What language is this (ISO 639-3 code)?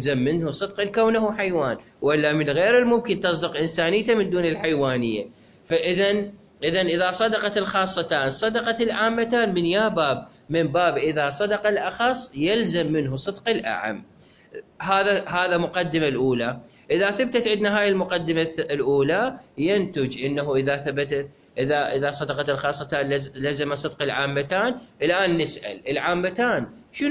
acm